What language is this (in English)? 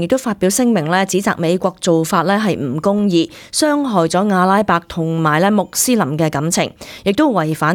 Cantonese